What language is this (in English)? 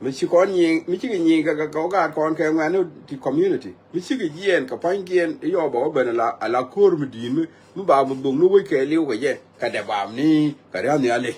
Nuer